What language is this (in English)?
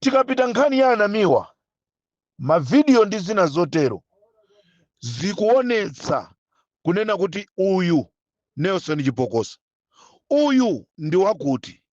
Nyanja